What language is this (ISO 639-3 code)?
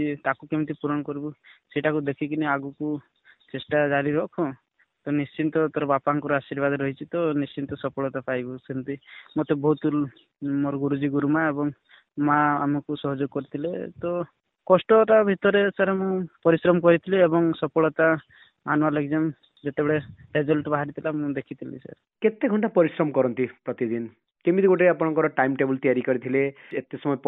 ori